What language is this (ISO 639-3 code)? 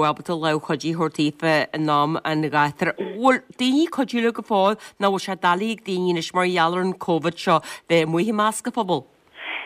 gle